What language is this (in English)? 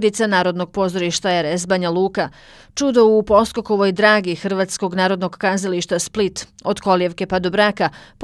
Bosnian